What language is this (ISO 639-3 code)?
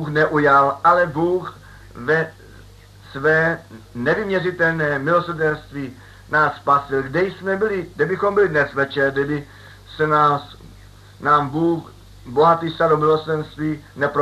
ces